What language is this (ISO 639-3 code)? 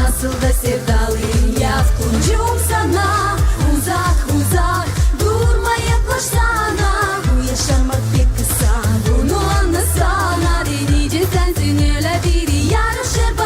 gag